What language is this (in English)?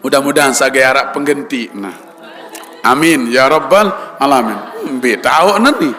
Sasak